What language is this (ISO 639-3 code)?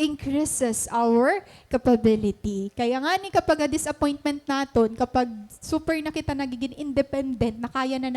war